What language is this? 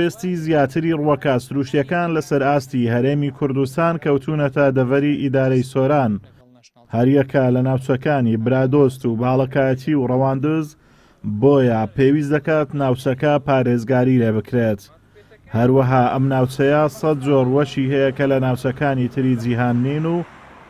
Central Kurdish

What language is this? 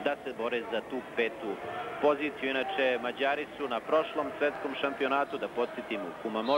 Serbian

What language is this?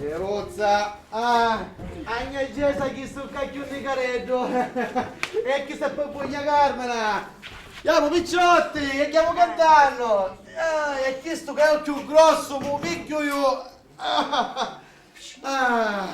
Sicilian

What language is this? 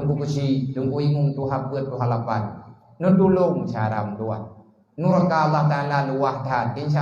Achinese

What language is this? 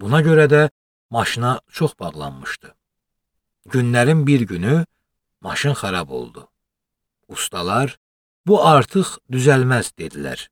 Azerbaijani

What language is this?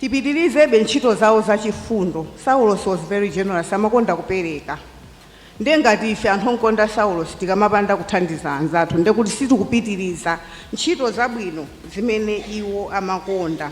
Nyanja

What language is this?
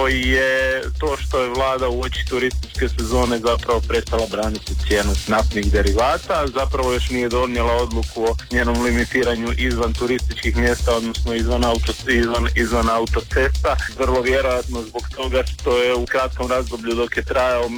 Croatian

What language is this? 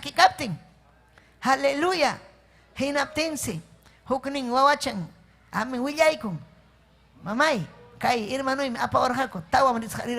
Ayacucho Quechua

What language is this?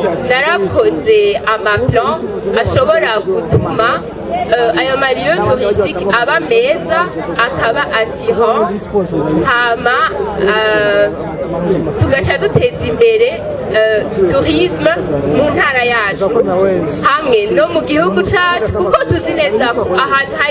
Rundi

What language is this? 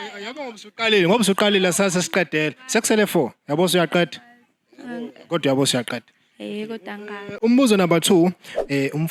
Zulu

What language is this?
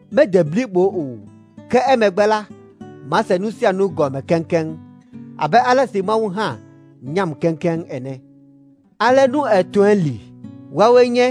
Ewe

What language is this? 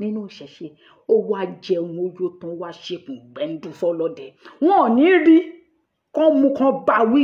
Yoruba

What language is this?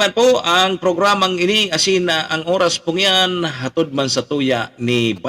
Bikol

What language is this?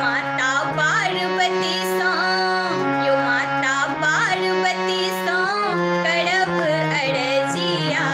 Maithili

